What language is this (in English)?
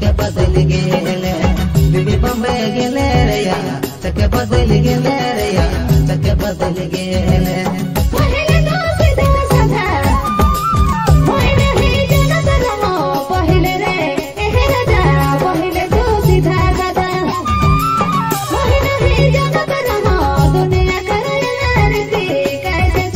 Sadri